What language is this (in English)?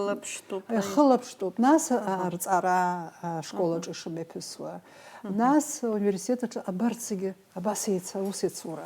Abkhazian